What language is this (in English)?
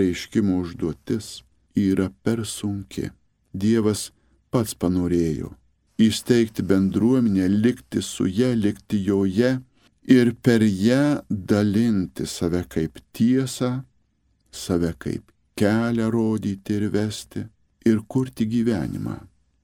Lithuanian